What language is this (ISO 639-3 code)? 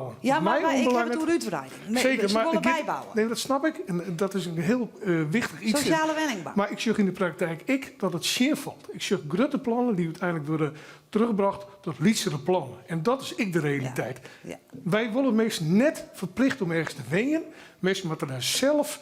fry